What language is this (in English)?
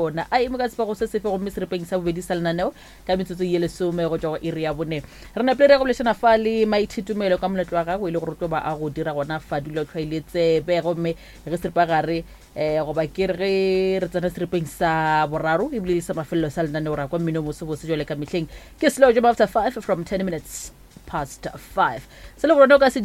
Northern Sotho